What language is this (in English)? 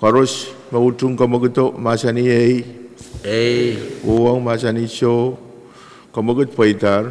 Pohnpeian